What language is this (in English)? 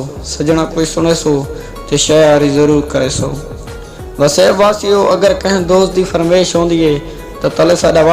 Saraiki